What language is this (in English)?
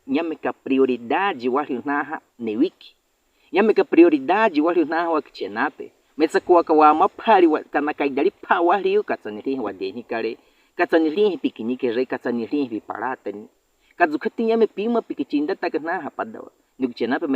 Baniwa